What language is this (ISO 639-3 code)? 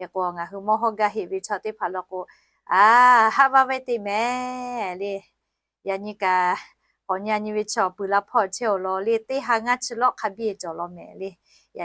lhu